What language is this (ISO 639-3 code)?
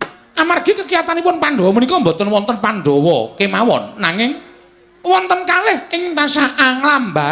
jav